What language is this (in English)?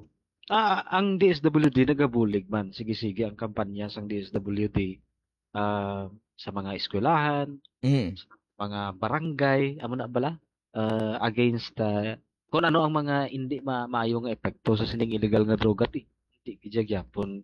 Hiligaynon